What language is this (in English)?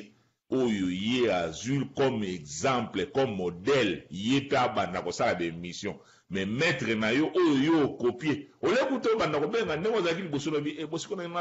Lingala